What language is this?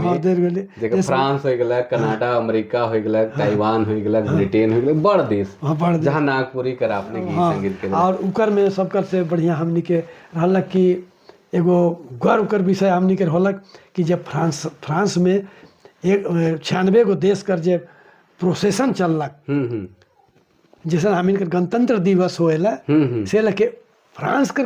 Sadri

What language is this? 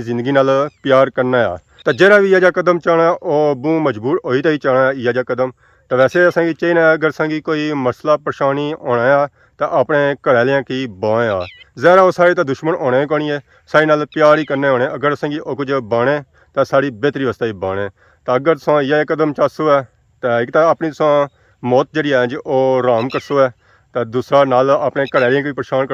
Pahari-Potwari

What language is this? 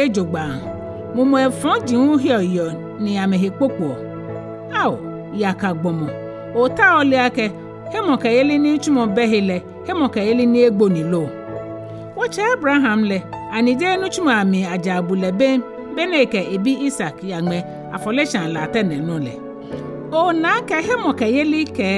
Ga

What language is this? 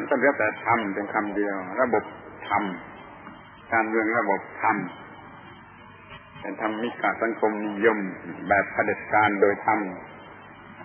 Thai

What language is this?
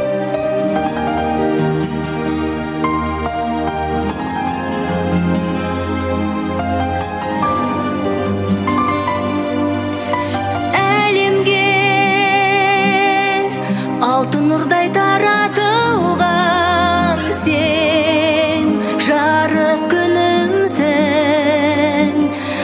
Kazakh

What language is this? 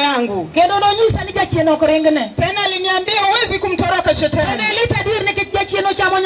Luo (Kenya and Tanzania)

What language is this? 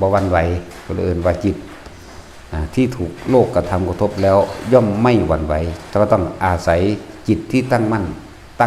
Northeastern Thai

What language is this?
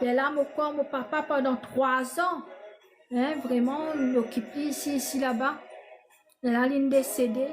Morisyen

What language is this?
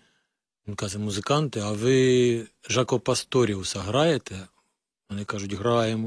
Ukrainian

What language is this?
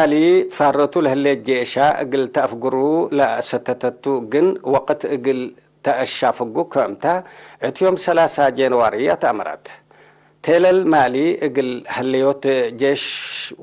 Tigre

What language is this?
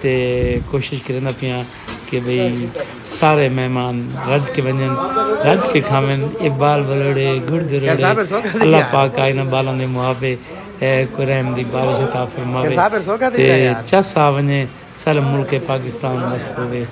Saraiki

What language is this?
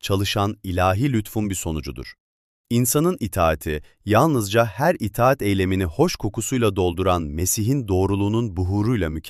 Turkish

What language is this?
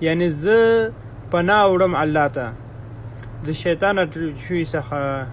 Pashto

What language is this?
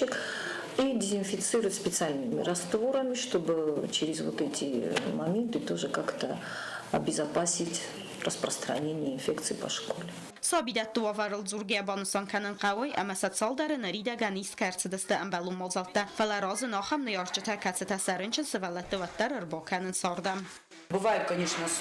Ossetic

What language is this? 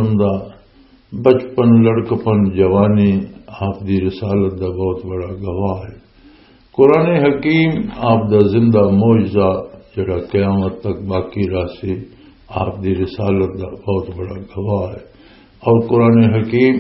Western Panjabi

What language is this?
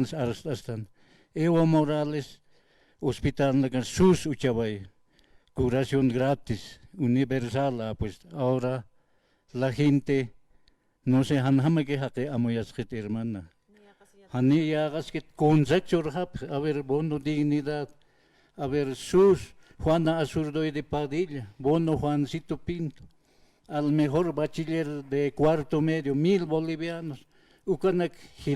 Aymara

